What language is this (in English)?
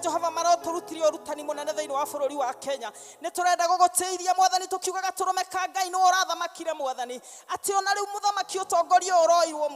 Kikuyu